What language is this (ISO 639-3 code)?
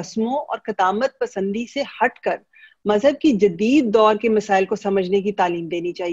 urd